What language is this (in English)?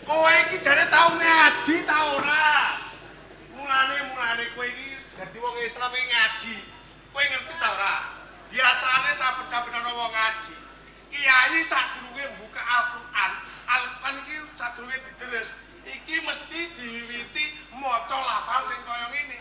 Javanese